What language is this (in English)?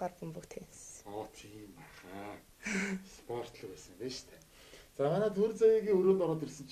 Mongolian